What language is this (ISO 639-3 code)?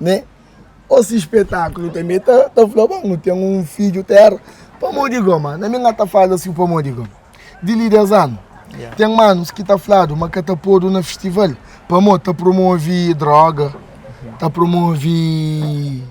kea